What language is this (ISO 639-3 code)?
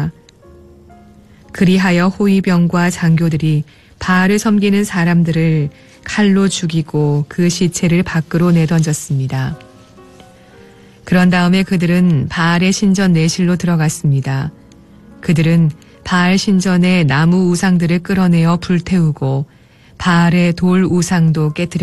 kor